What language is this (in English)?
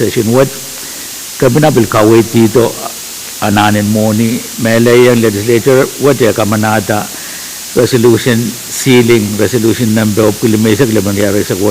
Pohnpeian